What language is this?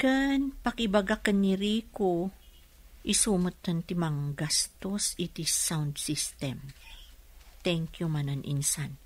Iloko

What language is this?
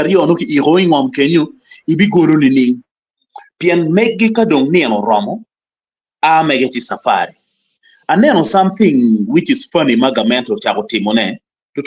Acoli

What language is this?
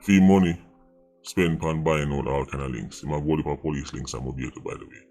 Jamaican Creole English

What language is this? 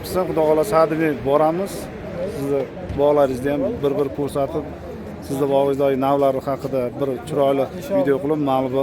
Uzbek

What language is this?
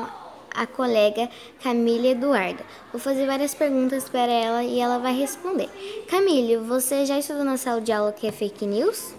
Portuguese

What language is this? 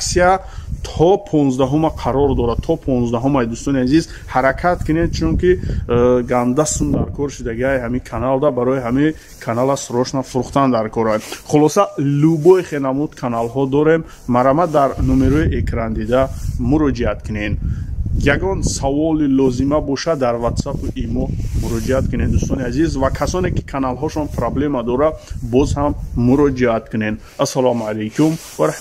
Tajik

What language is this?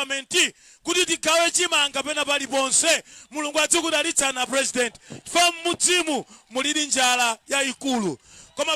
Nyanja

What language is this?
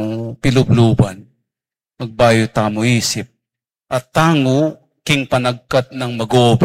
Pampanga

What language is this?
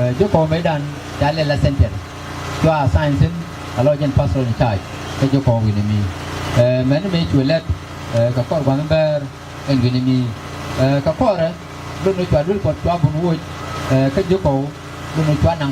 Nuer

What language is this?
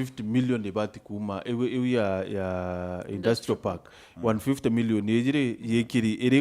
Meru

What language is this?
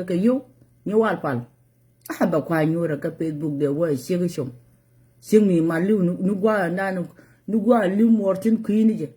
Nuer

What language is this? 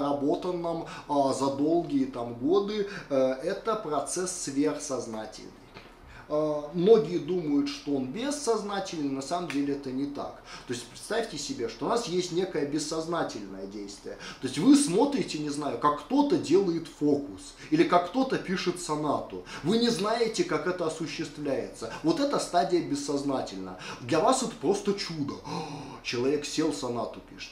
Russian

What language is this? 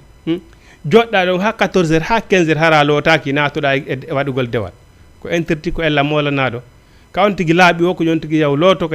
Fula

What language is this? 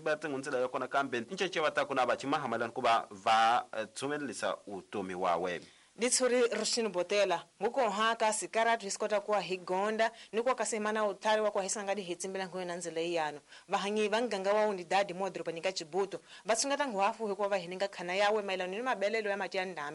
Tsonga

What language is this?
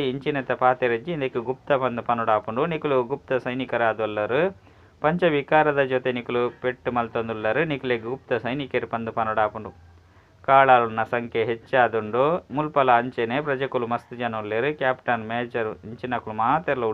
Tulu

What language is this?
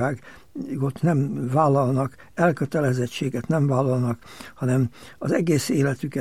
Hungarian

